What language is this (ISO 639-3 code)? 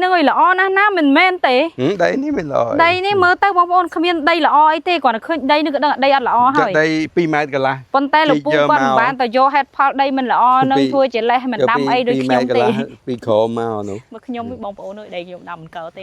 khm